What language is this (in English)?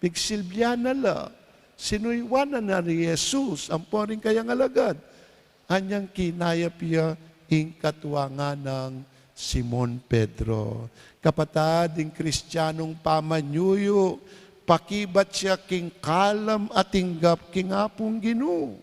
Pampanga